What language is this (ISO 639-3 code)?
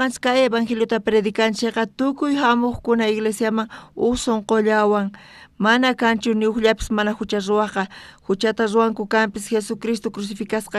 quh